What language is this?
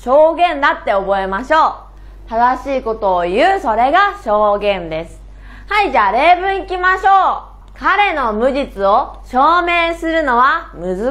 Japanese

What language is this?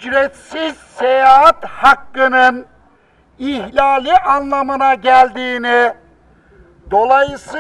Turkish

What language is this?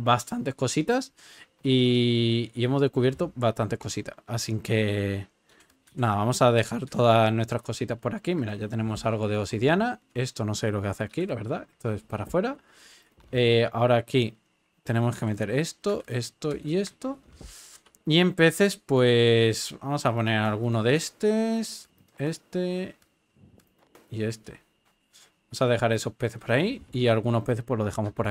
Spanish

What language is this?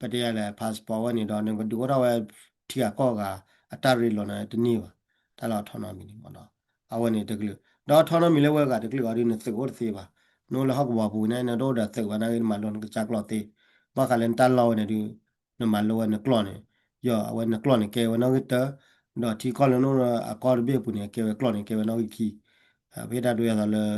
S'gaw Karen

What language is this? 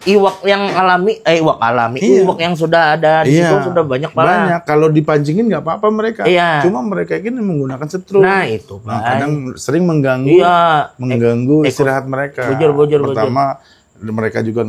Banjar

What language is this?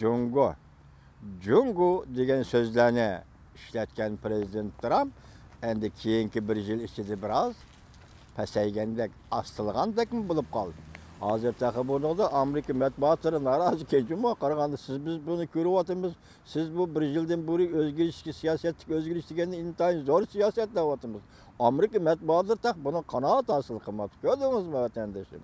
Uyghur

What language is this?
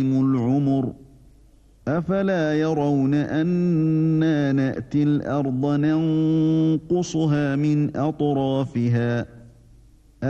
Arabic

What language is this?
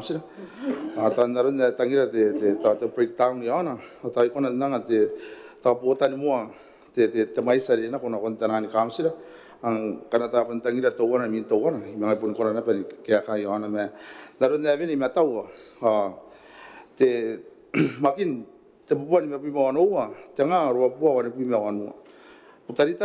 Gilbertese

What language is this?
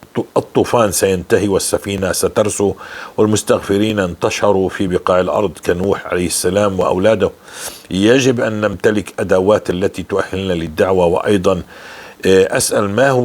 North Levantine Arabic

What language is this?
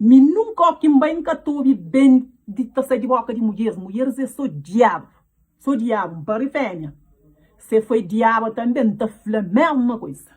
Kabuverdianu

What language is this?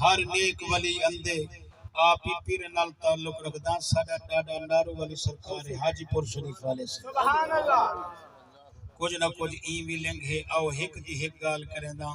Saraiki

